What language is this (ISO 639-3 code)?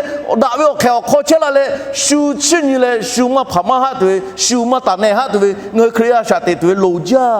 lhu